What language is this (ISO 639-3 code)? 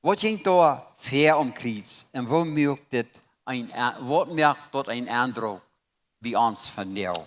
pdt